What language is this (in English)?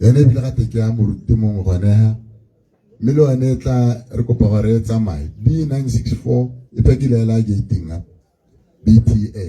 Tswana